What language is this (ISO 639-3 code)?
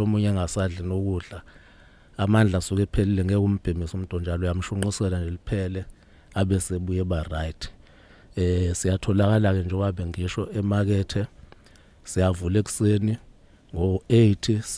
zul